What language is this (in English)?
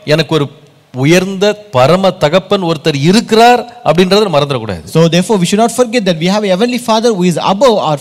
Tamil